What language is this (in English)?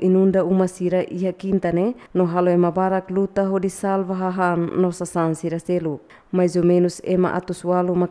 Tetum